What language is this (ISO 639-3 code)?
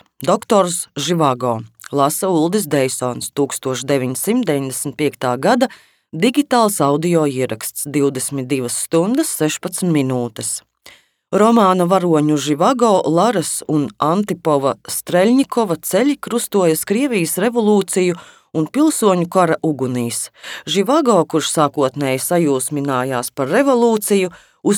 lav